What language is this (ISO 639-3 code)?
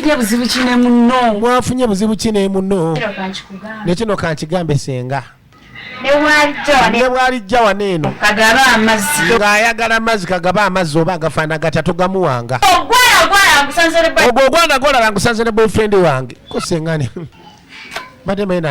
lug